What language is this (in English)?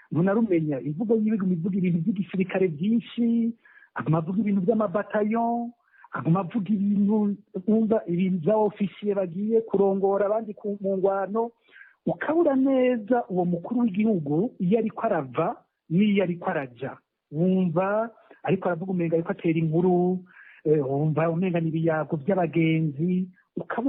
Rundi